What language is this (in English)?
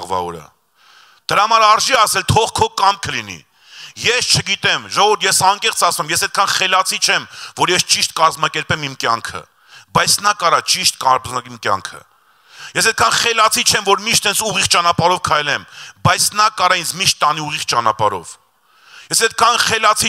Armenian